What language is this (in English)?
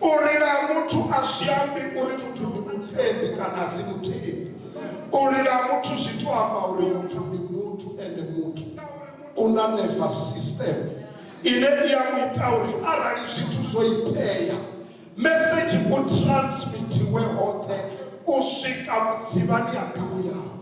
Venda